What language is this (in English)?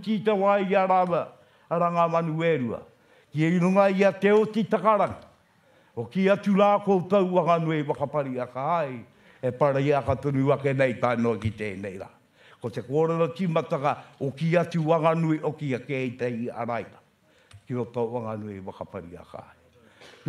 Māori